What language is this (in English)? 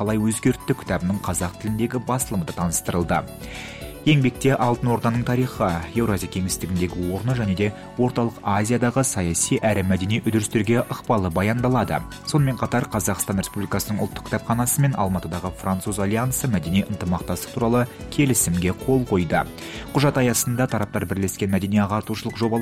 Kazakh